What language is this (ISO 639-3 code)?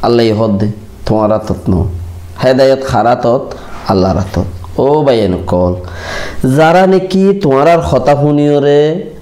rhg